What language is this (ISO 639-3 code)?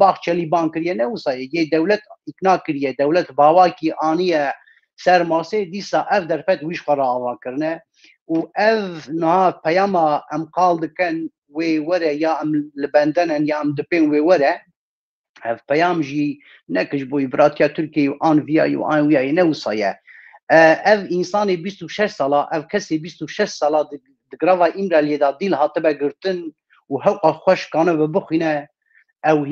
kur